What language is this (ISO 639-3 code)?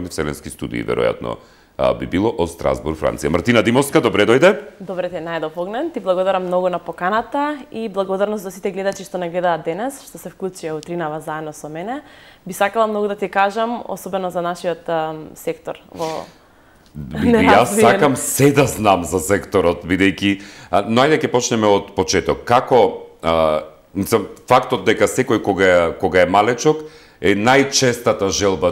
mkd